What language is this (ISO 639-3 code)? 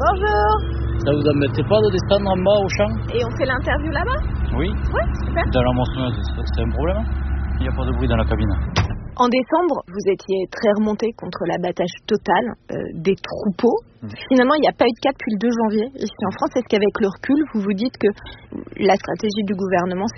fra